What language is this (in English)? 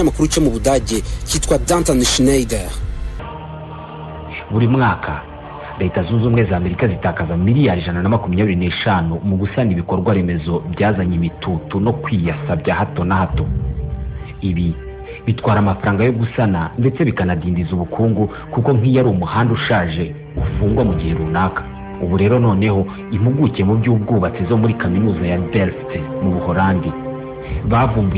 Kinyarwanda